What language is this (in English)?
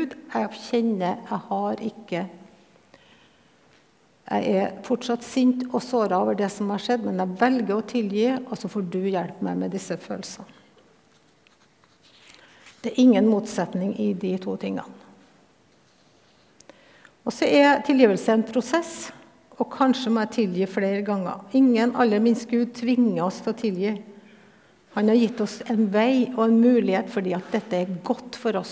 Norwegian